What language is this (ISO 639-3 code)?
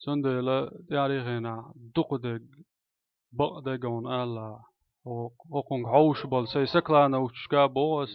che